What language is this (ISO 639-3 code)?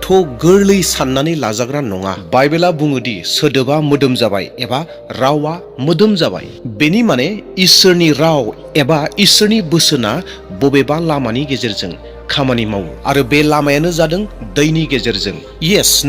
brx